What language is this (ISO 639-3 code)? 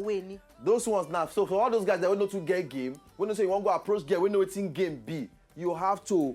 pcm